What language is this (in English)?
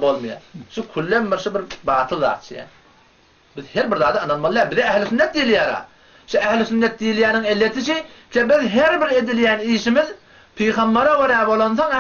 Turkmen